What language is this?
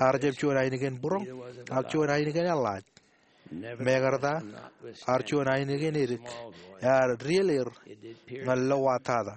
Marshallese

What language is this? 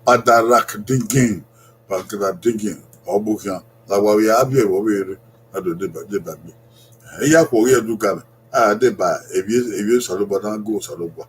Bini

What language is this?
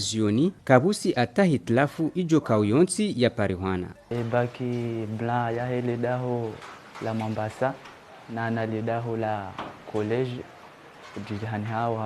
Ngazidja Comorian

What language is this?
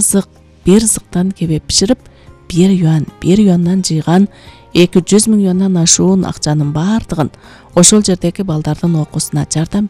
Kyrgyz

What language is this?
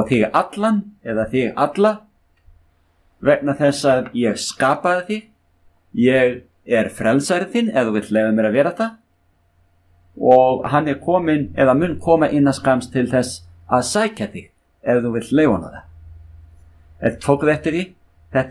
Icelandic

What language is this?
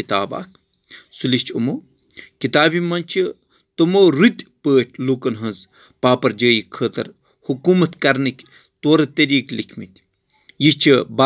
Kashmiri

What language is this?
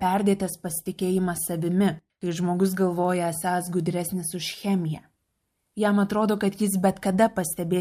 Lithuanian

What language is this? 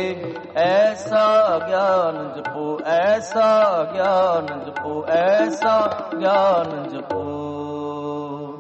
Punjabi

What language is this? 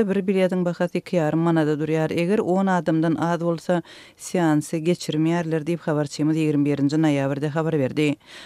Turkmen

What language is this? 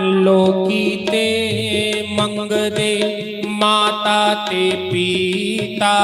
Dogri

